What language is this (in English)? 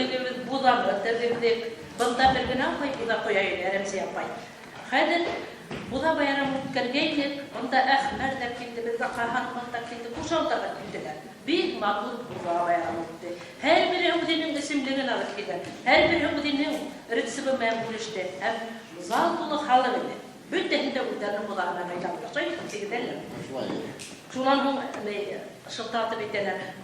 Bashkir